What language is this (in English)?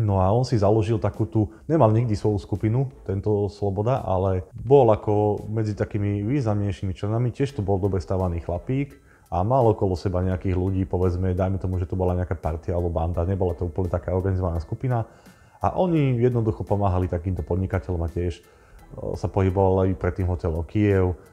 Slovak